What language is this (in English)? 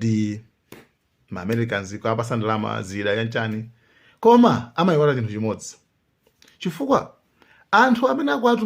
Nyanja